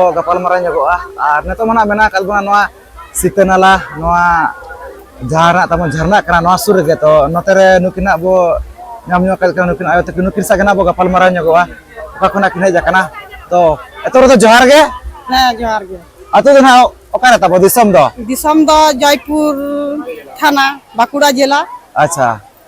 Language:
Santali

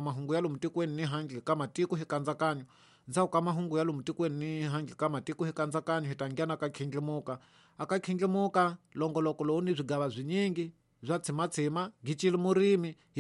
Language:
Tsonga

